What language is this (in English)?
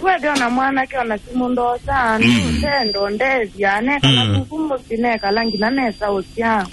Kamba